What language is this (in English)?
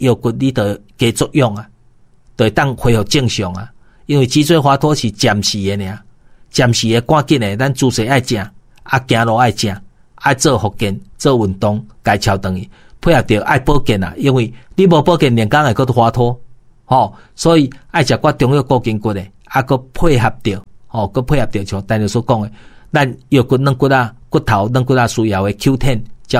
Min Nan Chinese